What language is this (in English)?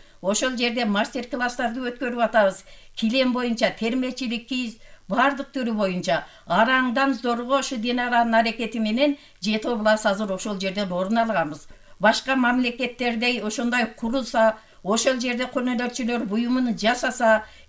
Kyrgyz